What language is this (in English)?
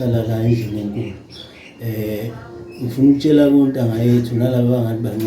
Zulu